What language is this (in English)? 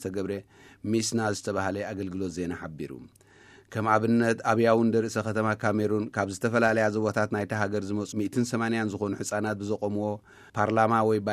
Tigrinya